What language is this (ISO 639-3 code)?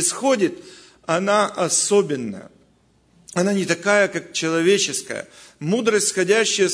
rus